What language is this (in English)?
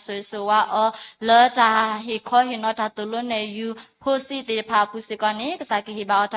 S'gaw Karen